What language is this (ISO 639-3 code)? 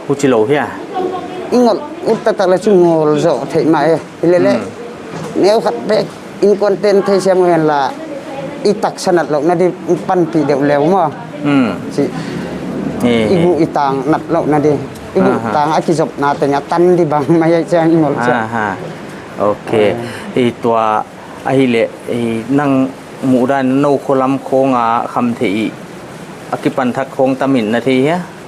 pck